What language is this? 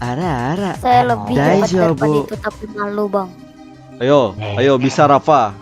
Banjar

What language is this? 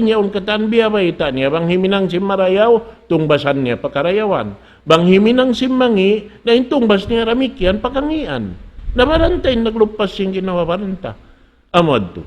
Tausug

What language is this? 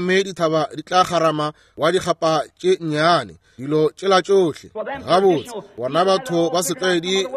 Northern Sotho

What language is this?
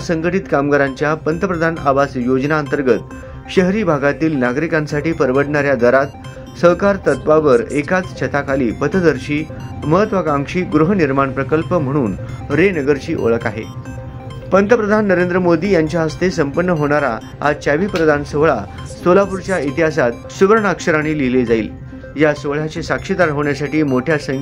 Marathi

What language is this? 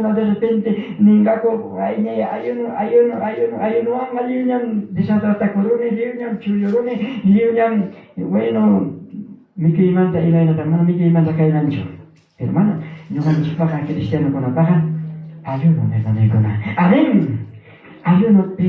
Ayacucho Quechua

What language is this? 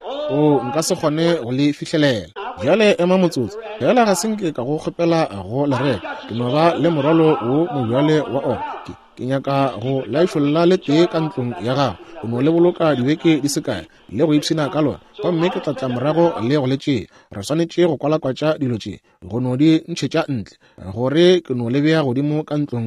Northern Sotho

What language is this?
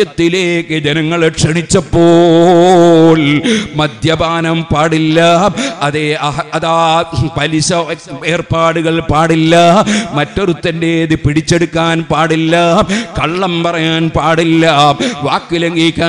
Malayalam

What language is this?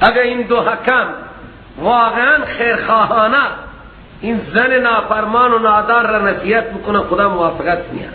Persian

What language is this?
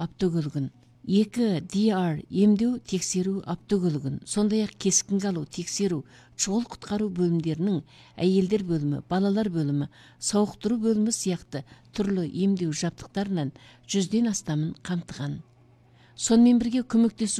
Kazakh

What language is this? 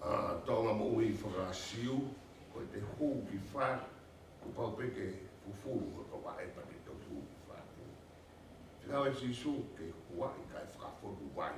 Tongan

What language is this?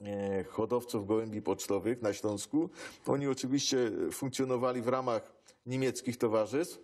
Silesian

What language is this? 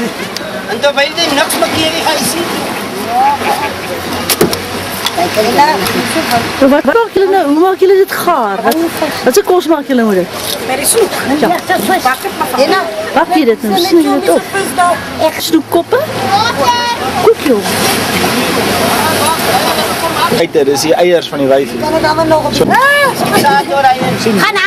Afrikaans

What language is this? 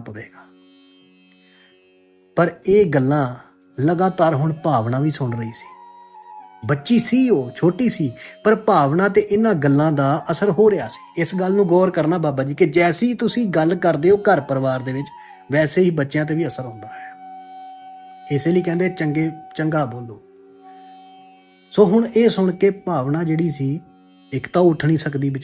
Punjabi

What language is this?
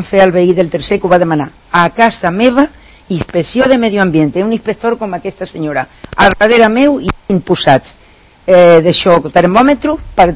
Catalan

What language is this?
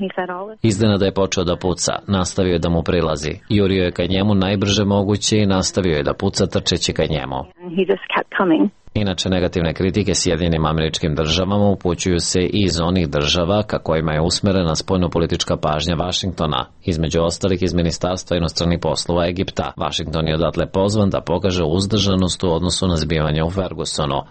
Serbian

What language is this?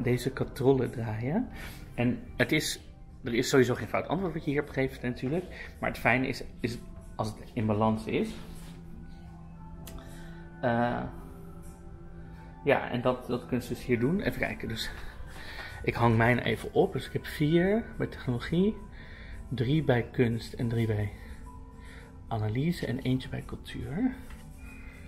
Dutch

